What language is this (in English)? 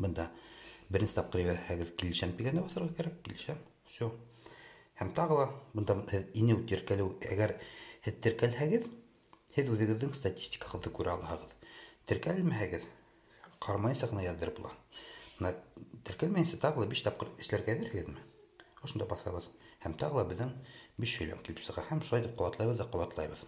Bashkir